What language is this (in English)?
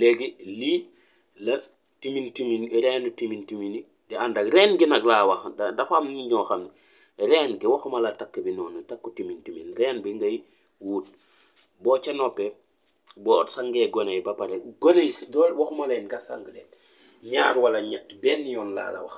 Wolof